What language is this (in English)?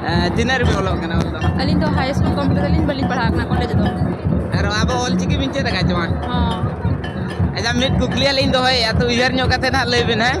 Santali